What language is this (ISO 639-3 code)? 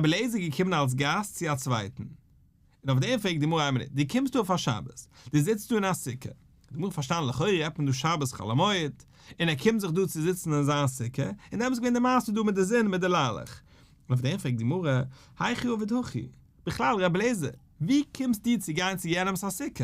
yid